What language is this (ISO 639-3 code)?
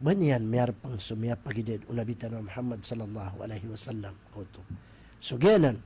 mrw